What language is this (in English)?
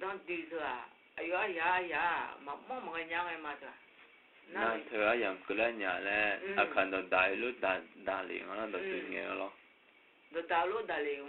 Akha